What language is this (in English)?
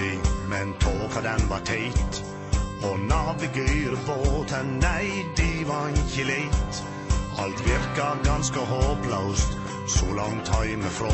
Norwegian